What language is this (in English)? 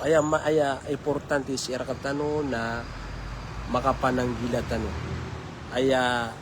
Maranao